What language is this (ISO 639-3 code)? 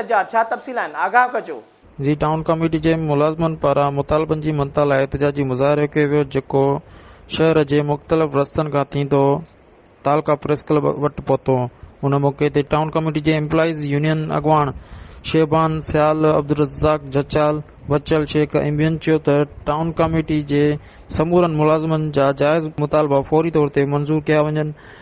snd